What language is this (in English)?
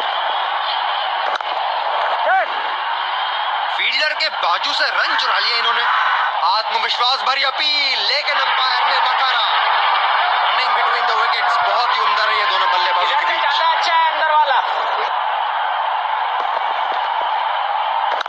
Hindi